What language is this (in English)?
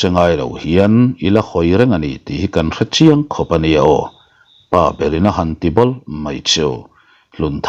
Mizo